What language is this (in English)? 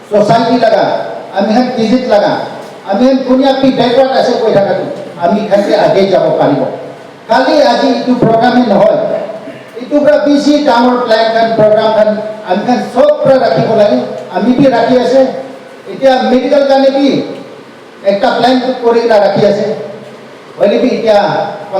Naga Pidgin